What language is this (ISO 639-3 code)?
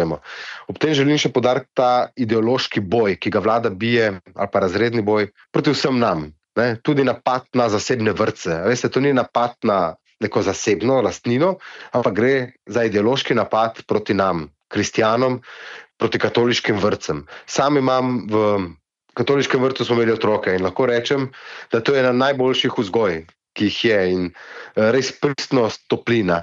slv